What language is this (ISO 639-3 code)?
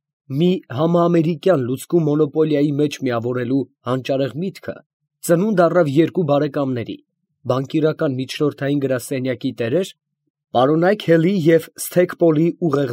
hye